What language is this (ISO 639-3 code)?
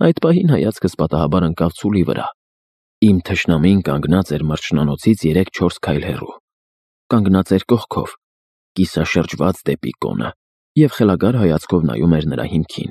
hye